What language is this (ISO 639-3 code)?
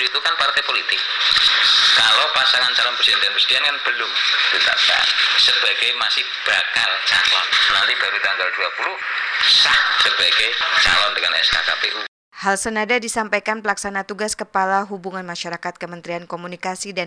ind